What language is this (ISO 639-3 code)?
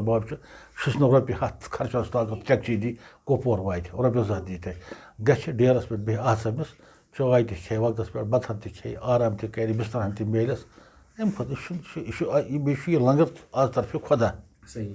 kas